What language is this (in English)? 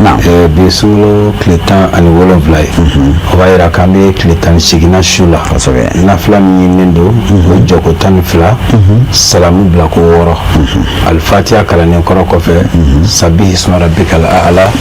Bambara